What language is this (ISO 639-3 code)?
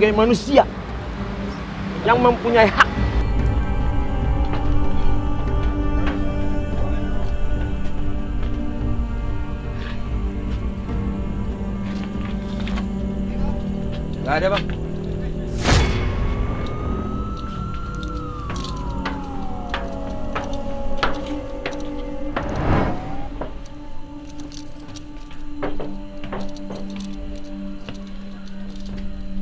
ind